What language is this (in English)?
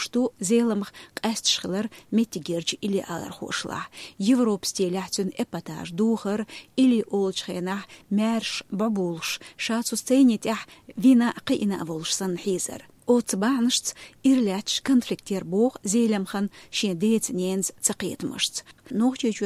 Chechen